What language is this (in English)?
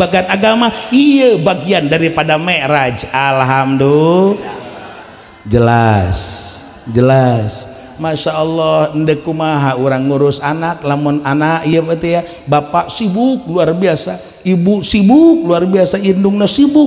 Sundanese